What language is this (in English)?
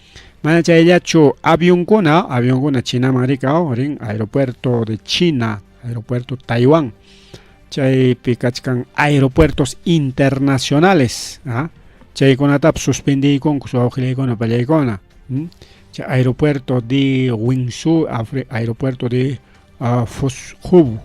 Ayacucho Quechua